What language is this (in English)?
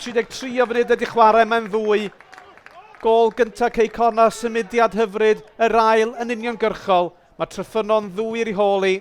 Welsh